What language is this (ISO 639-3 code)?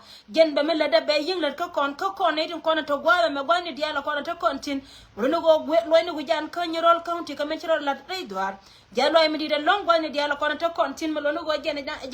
nus